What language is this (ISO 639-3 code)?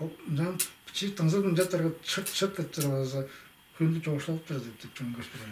tyv